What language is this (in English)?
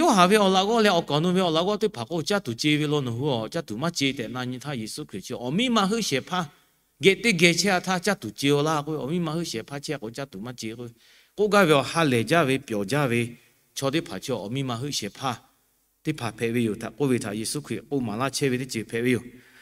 Lahu